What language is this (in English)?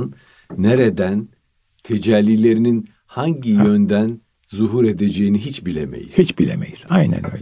Turkish